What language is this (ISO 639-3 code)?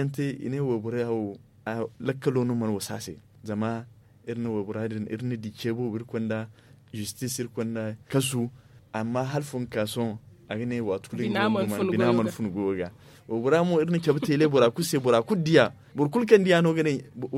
dje